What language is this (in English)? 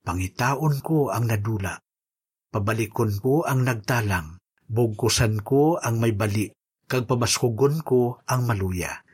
Hiligaynon